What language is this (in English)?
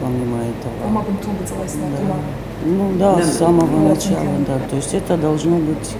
Ossetic